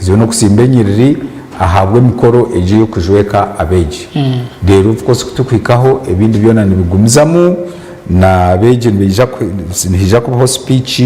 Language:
Nyankole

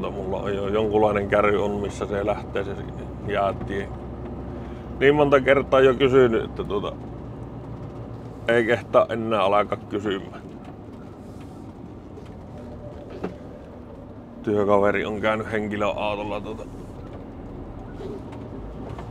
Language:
Finnish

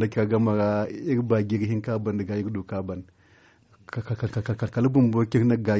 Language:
Zarma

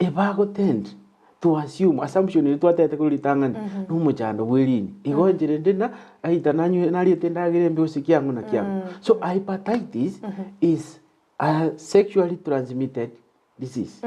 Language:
Gusii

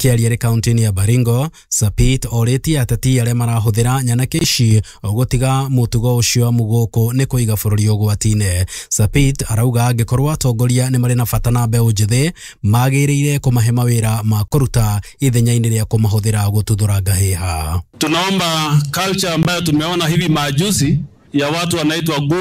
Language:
Kikuyu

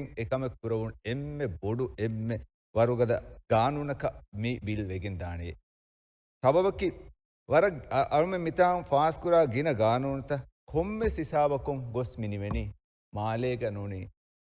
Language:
Divehi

